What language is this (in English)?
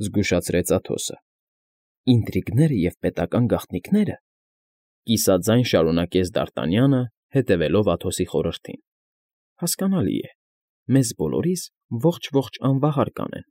Armenian